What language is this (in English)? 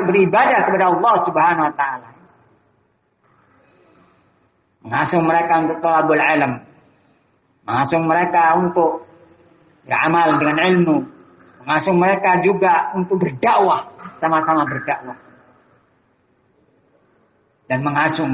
Indonesian